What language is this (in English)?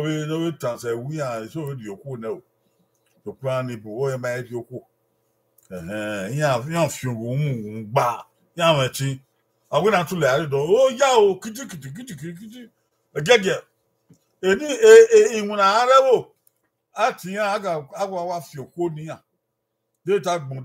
Bini